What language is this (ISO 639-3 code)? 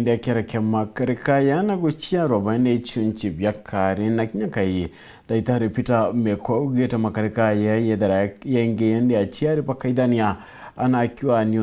mer